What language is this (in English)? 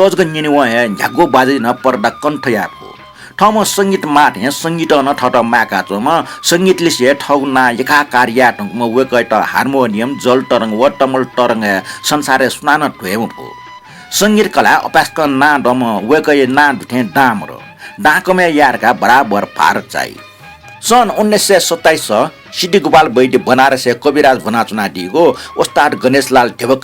Newari